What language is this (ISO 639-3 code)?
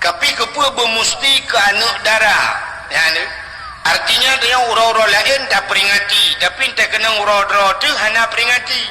ace